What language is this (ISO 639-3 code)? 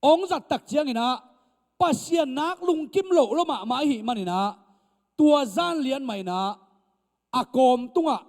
ctd